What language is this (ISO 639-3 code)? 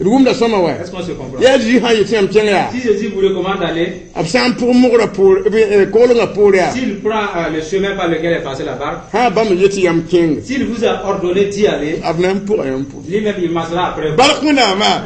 mos